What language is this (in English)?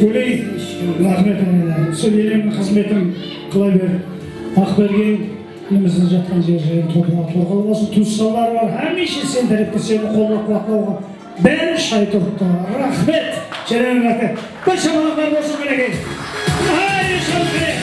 Kara-Kalpak